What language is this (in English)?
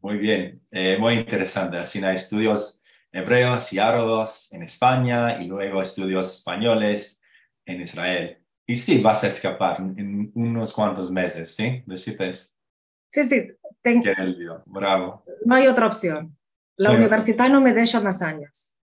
Ladino